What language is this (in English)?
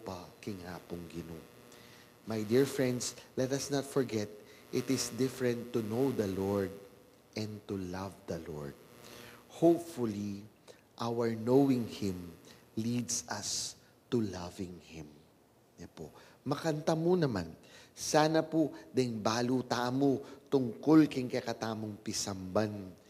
Pampanga